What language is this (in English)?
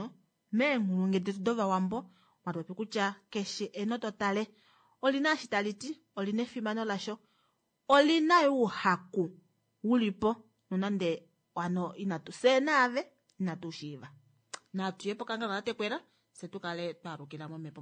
Kuanyama